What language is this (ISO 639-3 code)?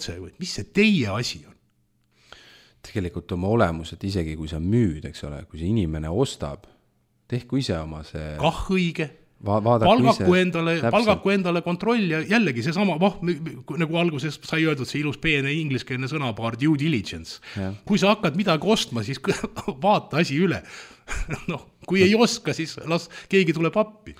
est